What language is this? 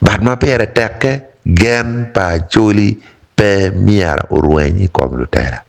Acoli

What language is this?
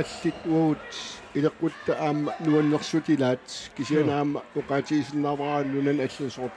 Kalaallisut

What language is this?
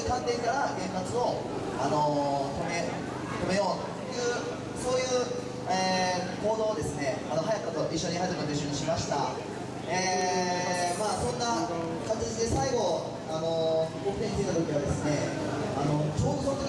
Japanese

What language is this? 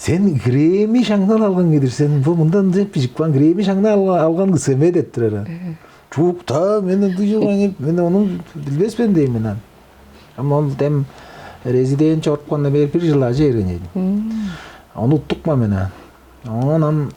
Tuvinian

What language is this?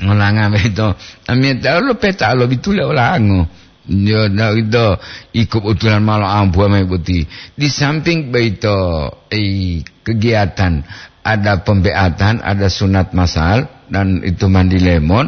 Gorontalo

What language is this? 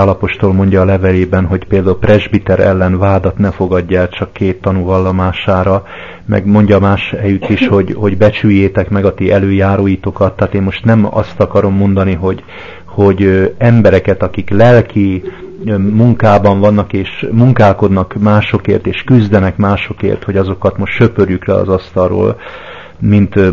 Hungarian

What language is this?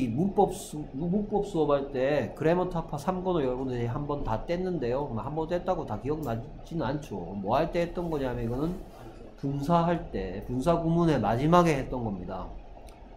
Korean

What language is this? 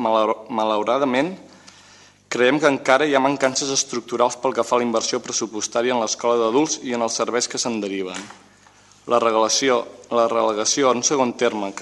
Catalan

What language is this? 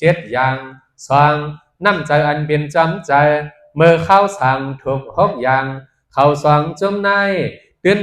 Shan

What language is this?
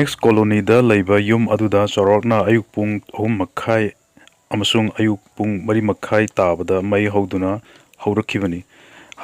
Manipuri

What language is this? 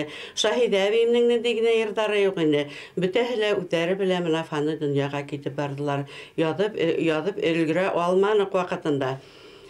Bashkir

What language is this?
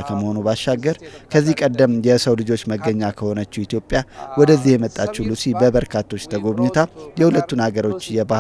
Amharic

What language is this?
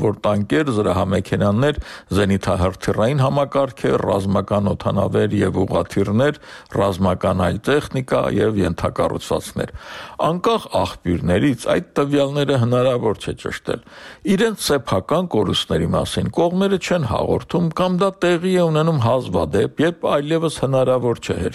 Armenian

